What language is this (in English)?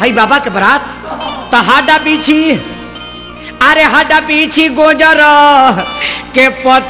Bhojpuri